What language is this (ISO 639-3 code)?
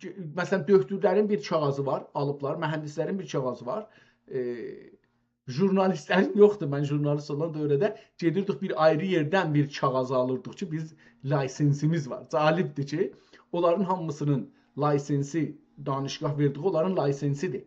azb